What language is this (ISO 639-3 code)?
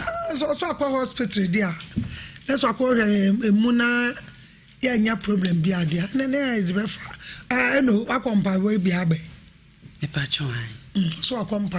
aka